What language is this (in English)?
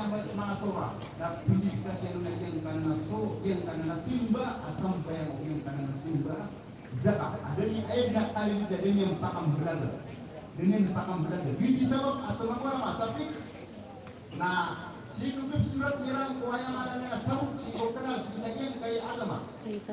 Maranao